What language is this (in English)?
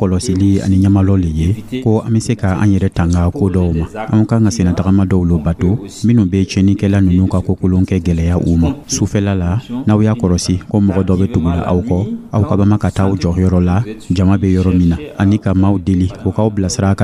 Dyula